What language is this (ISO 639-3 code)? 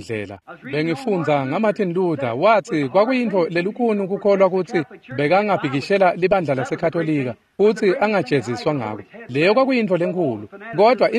ssw